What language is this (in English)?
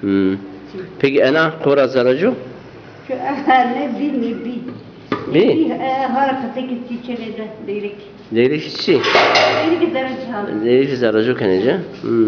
Zaza